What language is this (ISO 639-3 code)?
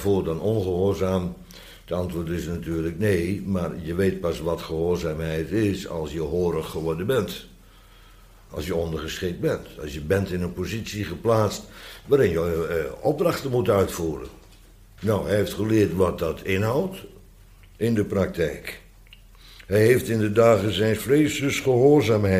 nld